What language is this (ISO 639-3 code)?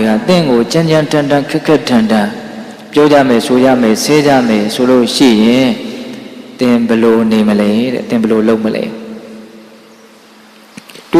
mya